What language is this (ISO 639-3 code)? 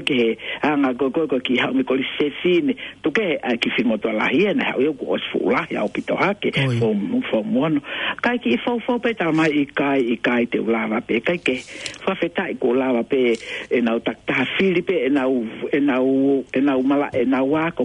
ton